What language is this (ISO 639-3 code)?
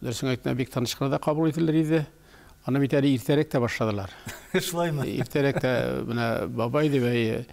tat